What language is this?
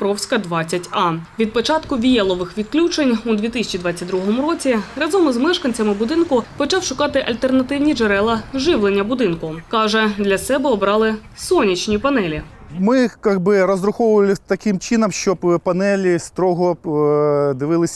Ukrainian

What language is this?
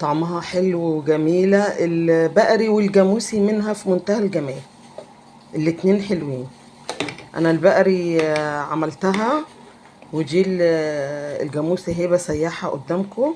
Egyptian Arabic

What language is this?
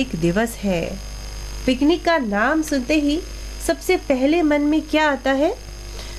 Hindi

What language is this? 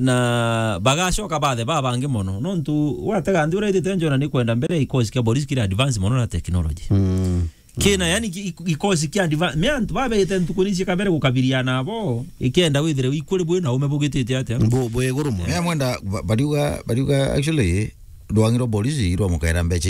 Meru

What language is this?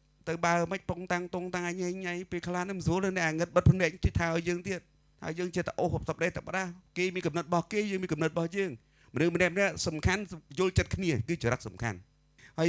Khmer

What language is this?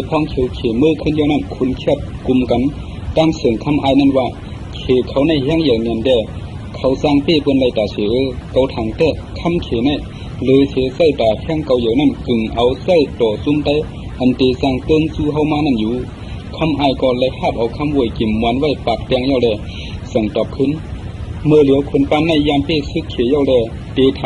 Shan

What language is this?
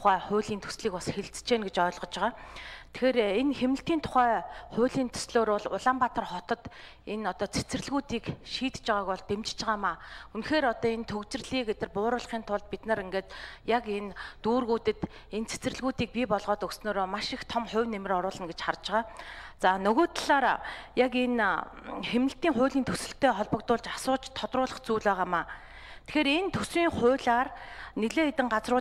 Mongolian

